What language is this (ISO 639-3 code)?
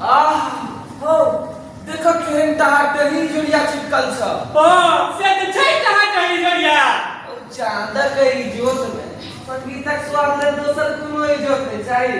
mai